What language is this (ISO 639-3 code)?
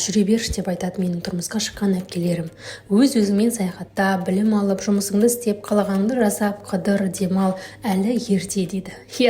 kaz